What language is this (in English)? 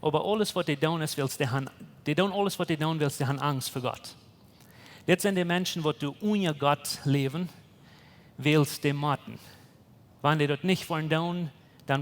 Plautdietsch